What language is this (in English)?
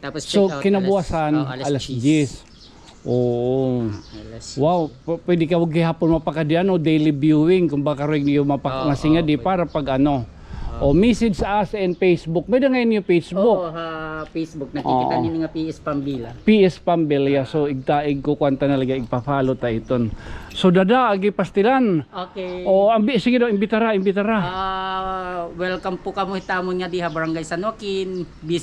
Waray